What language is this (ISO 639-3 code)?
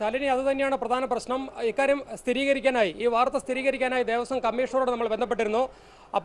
mal